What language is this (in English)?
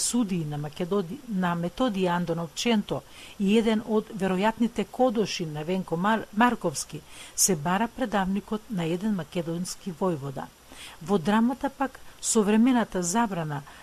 Macedonian